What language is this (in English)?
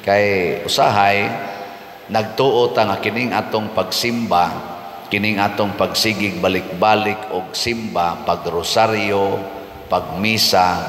Cebuano